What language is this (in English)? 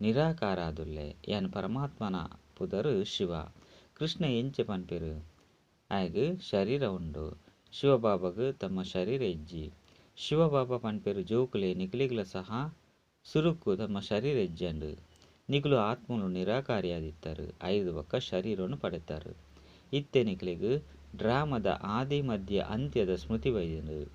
Tulu